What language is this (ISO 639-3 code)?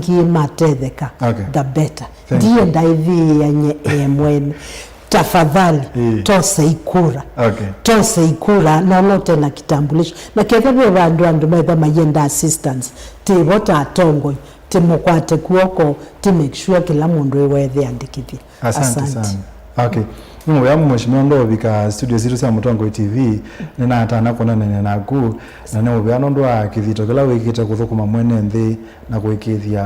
kam